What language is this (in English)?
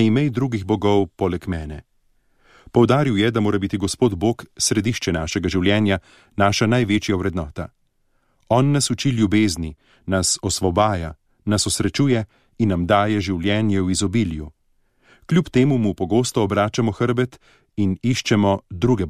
Slovenian